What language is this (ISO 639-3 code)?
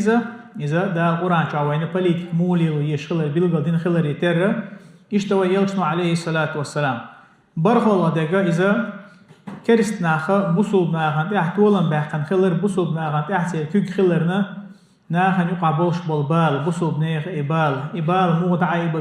che